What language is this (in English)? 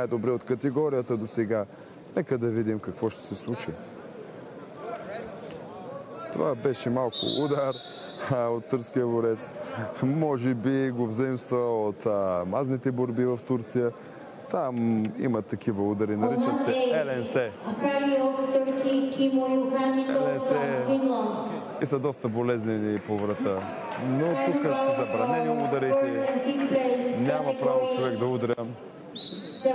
Bulgarian